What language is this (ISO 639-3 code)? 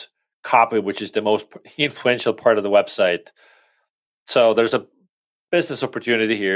eng